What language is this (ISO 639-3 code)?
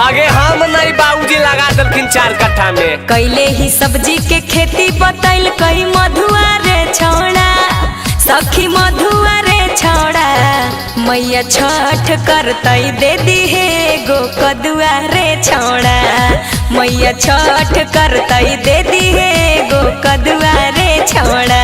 mag